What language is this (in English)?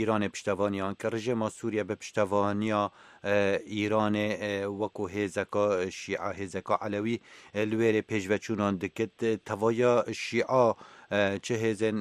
Kurdish